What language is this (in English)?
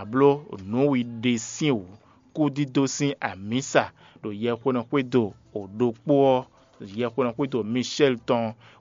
Fon